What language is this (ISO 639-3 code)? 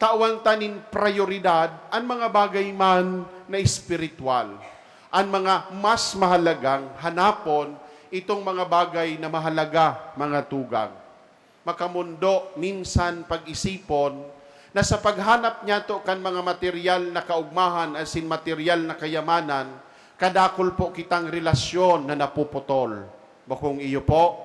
bik